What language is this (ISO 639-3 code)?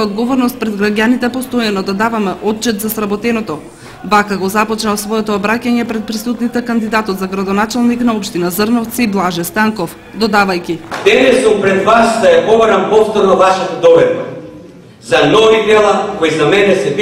mkd